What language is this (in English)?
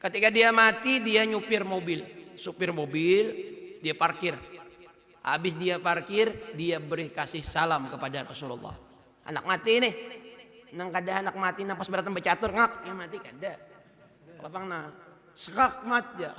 Banjar